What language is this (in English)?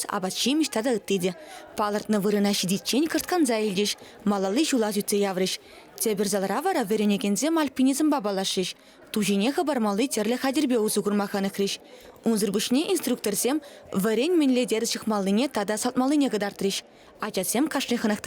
Chuvash